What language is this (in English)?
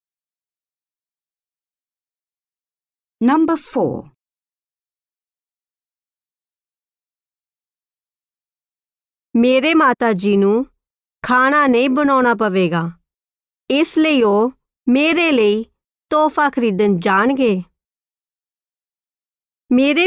Punjabi